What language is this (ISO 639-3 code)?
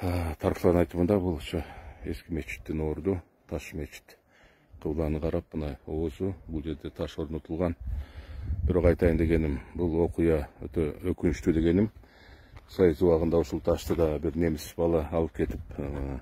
kir